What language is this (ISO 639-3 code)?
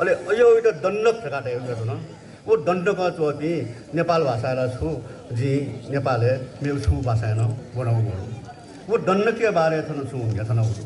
new